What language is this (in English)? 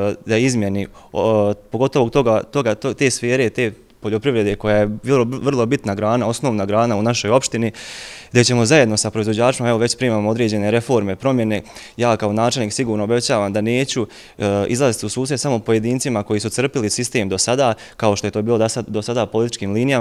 Bosnian